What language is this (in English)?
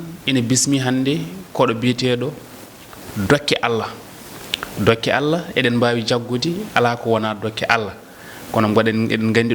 Fula